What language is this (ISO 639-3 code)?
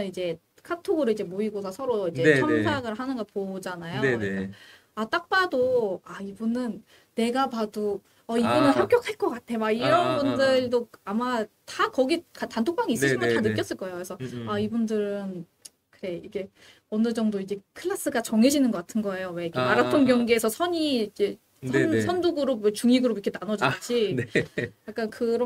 kor